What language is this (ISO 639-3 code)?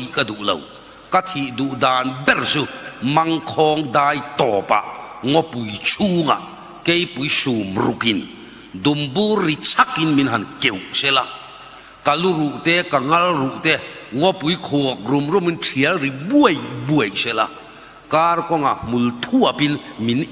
lus